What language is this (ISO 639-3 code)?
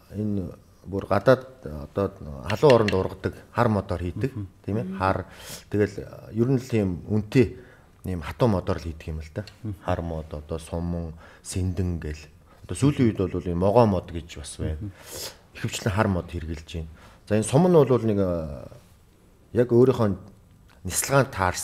mon